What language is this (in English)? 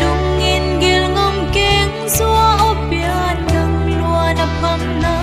Paite Chin